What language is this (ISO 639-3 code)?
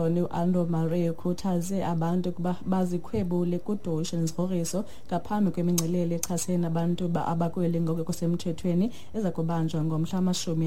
xho